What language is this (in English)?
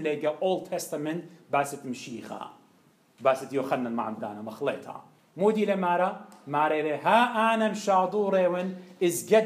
Assyrian Neo-Aramaic